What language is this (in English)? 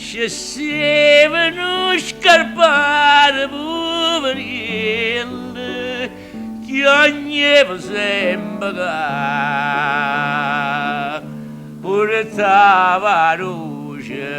Neapolitan